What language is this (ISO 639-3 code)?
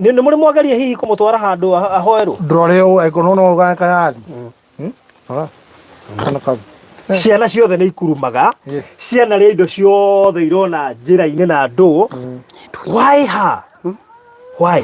kik